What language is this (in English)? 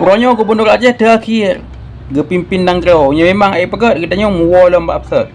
Achinese